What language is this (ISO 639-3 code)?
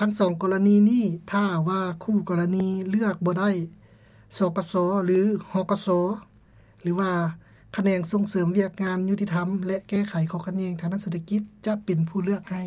lao